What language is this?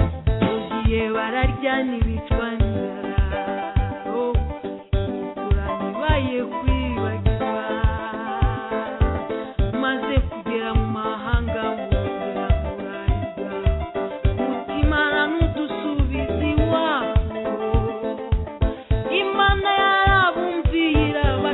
Kinyarwanda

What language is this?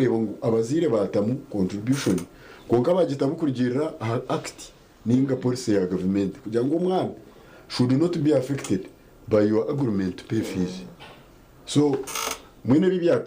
Nyankole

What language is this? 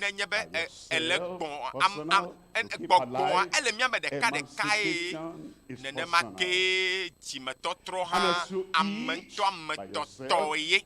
Ewe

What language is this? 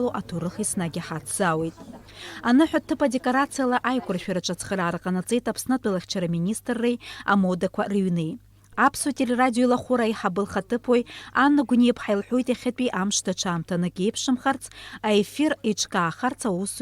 Abkhazian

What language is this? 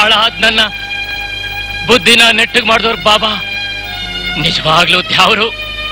Kannada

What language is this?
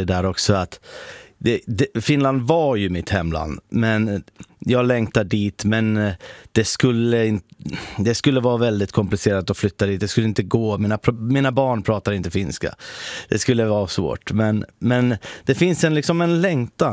Swedish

